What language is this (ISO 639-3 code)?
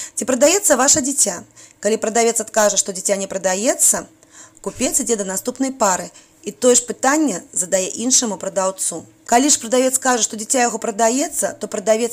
bel